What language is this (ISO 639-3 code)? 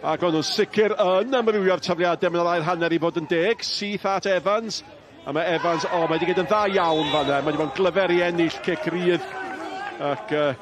cym